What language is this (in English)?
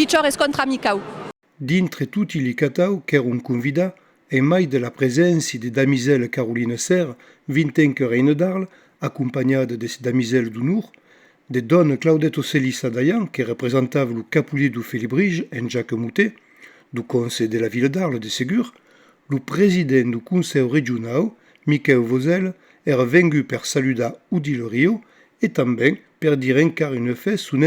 Occitan